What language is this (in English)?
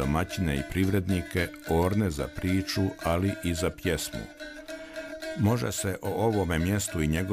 Bosnian